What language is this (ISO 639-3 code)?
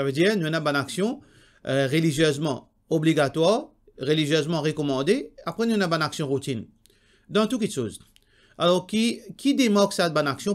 mfe